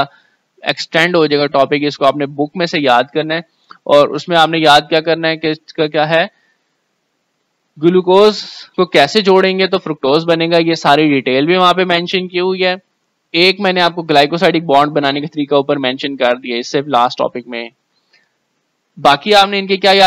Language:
Hindi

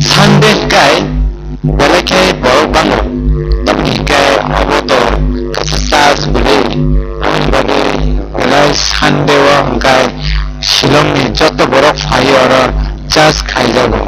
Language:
Kok Borok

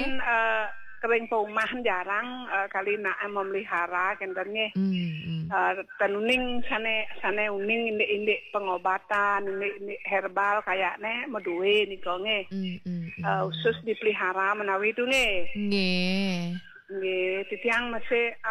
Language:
Balinese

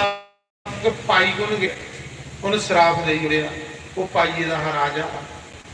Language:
Dogri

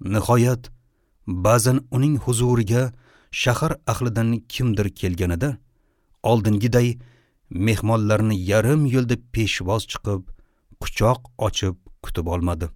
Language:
Uzbek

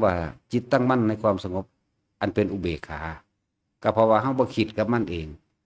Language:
Northeastern Thai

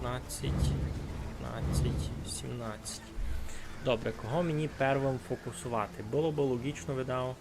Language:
Rusyn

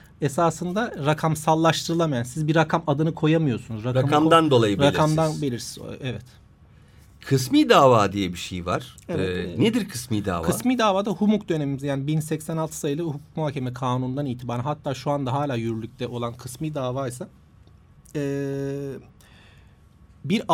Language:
Turkish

